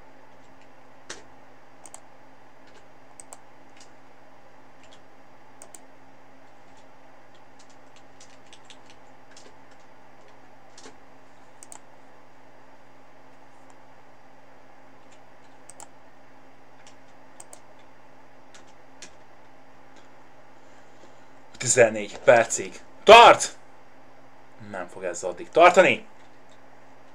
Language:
Hungarian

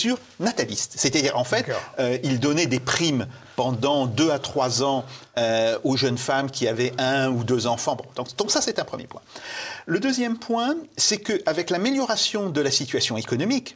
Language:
French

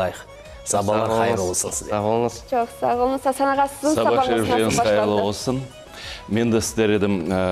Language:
Crimean Tatar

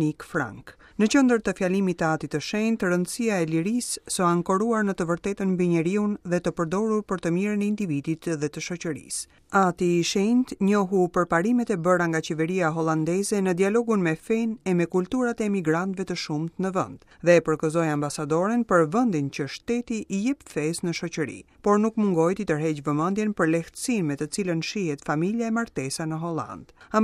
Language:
Albanian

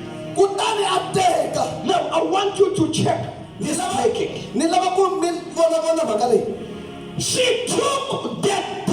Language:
Tsonga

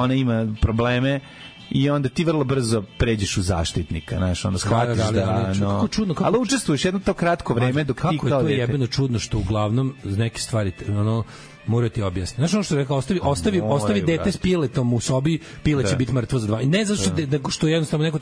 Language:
Serbian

